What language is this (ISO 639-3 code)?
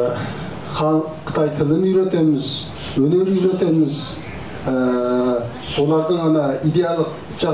kaz